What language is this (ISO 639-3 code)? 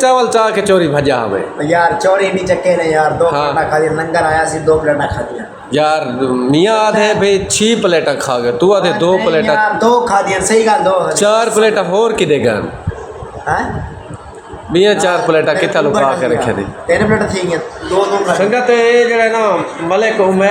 skr